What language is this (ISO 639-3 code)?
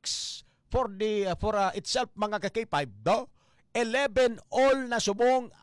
hil